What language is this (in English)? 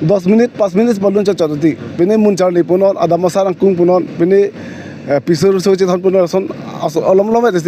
Karbi